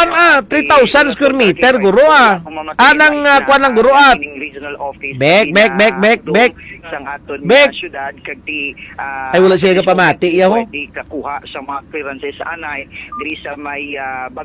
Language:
Hiligaynon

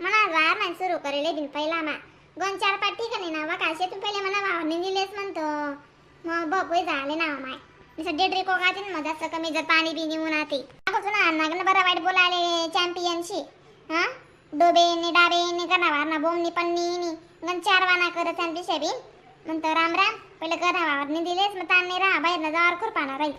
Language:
Khandesi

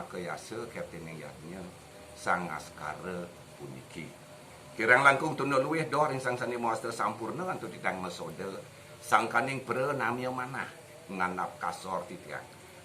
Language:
Balinese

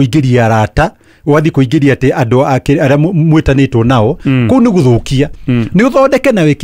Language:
Kikuyu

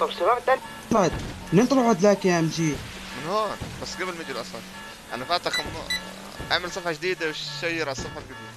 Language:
North Levantine Arabic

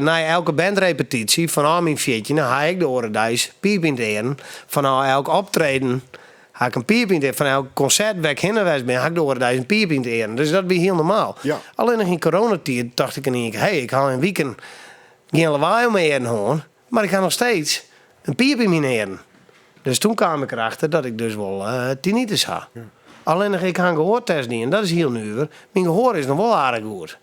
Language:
Western Frisian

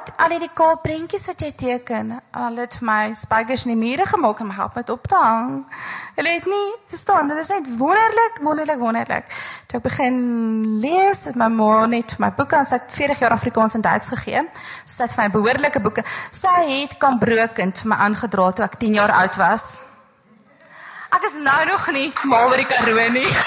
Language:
Afrikaans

